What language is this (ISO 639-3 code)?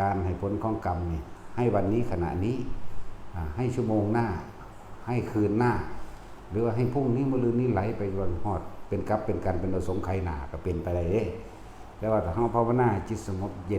lao